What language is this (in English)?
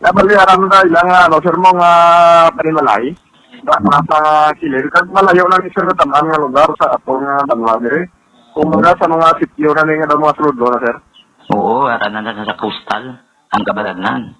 Hiligaynon